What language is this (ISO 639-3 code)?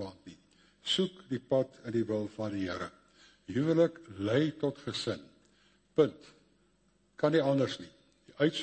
afr